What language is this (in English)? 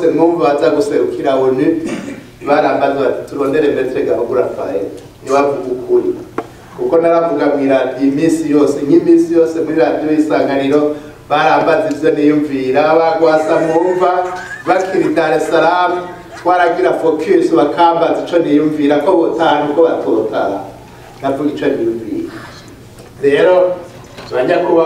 Rundi